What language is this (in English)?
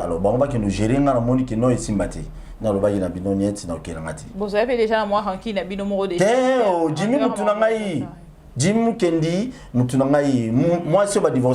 Lingala